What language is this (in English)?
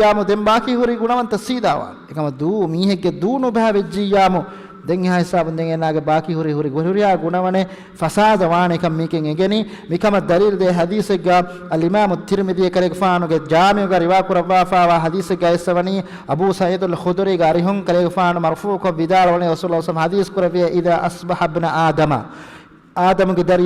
Divehi